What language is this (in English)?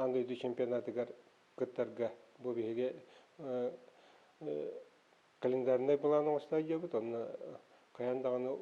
Yakut